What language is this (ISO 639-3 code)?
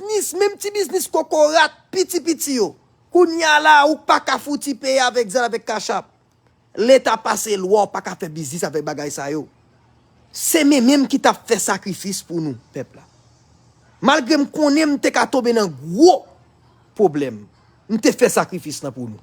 hat